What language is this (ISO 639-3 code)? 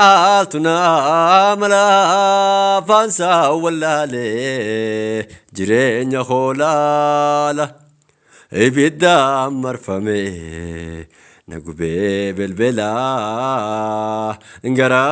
orm